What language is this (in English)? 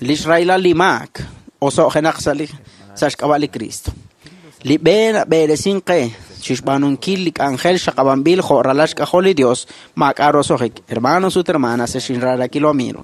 Kekchí